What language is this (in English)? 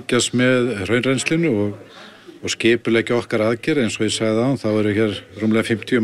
Icelandic